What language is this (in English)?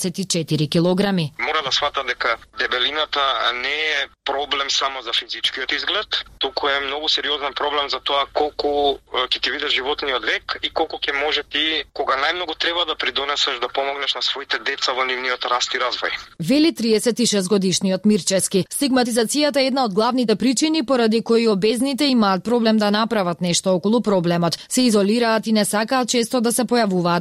Macedonian